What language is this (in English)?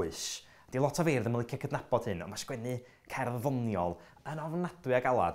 Welsh